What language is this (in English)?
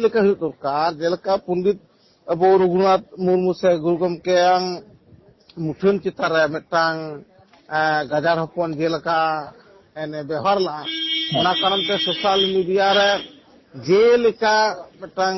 Santali